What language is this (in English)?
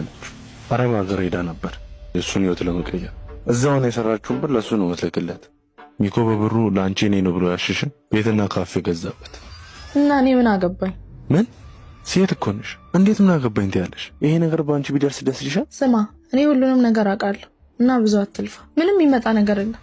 Amharic